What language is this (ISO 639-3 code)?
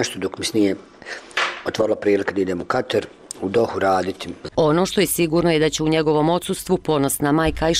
bos